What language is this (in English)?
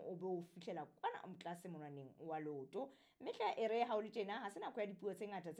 Southern Sotho